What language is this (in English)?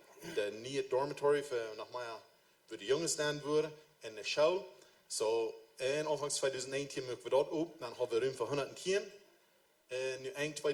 Plautdietsch